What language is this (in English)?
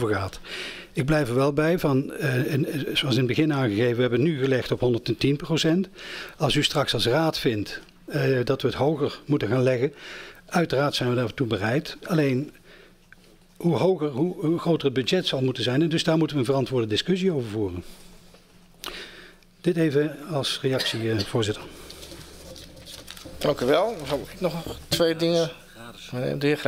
Dutch